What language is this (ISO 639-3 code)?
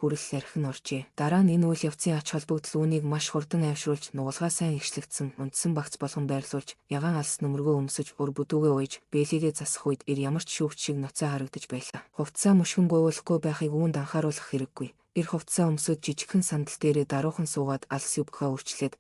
mon